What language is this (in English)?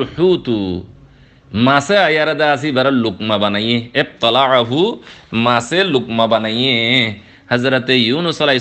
Rohingya